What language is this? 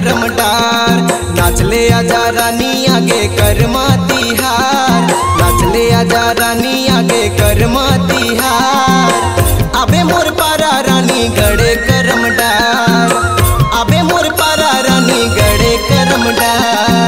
Chhattisgarhi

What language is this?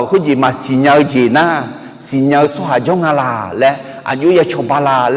Akha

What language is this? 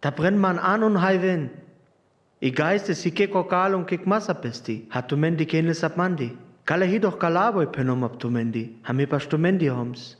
Sinte Romani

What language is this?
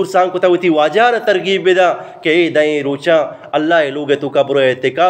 Eastern Balochi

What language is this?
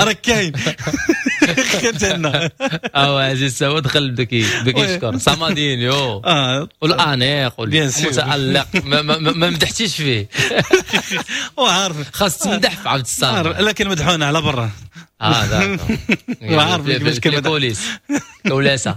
Moroccan Arabic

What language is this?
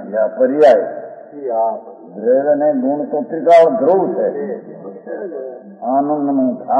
Gujarati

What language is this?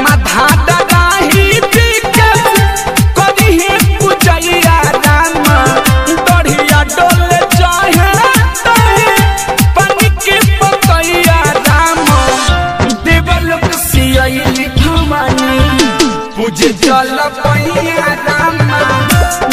Bhojpuri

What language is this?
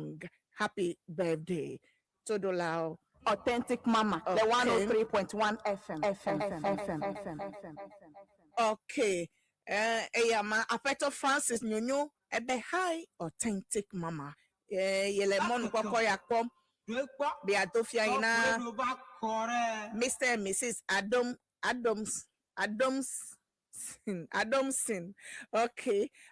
Ewe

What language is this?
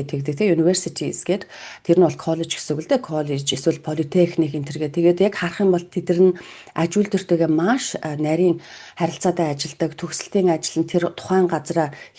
Mongolian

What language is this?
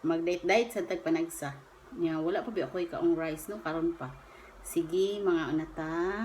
Cebuano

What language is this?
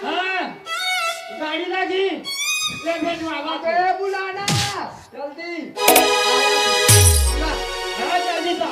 Chhattisgarhi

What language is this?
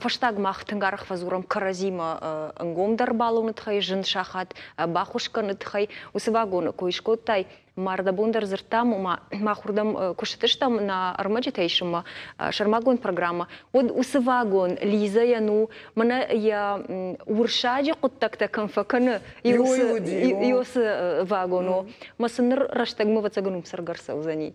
Ossetic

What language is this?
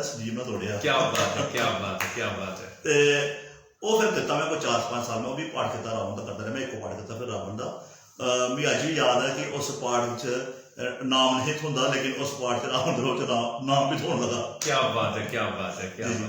Dogri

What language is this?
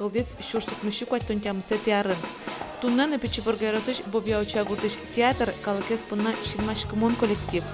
Udmurt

